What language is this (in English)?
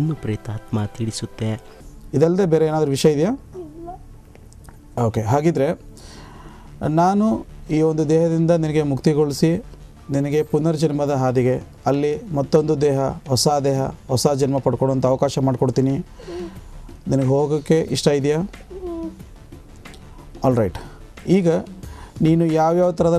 Kannada